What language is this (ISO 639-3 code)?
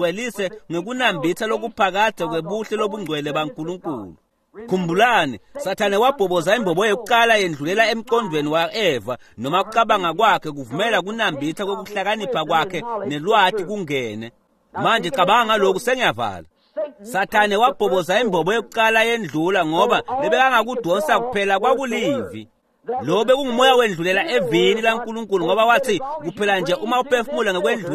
ssw